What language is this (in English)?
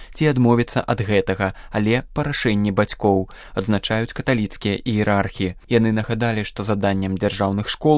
Belarusian